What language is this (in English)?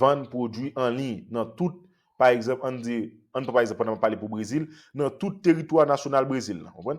Haitian Creole